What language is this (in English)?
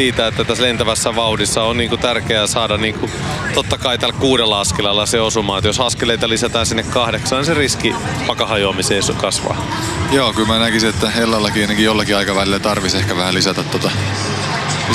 Finnish